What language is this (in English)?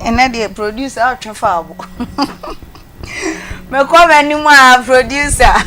Akan